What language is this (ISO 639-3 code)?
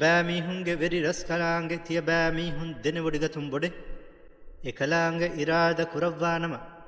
div